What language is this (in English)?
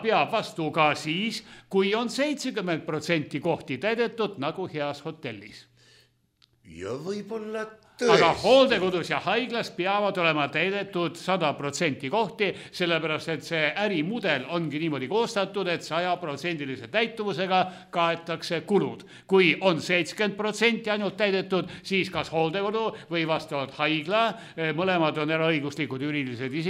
Estonian